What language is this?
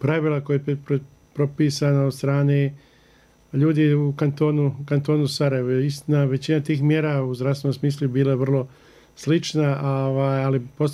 Bosnian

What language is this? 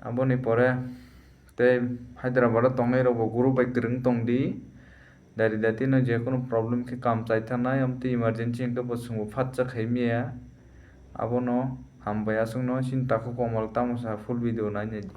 Kok Borok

